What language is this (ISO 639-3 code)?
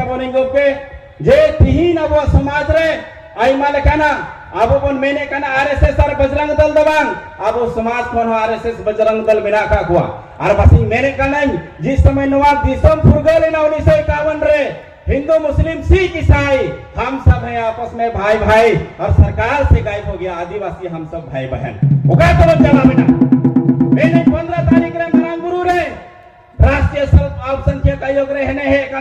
sat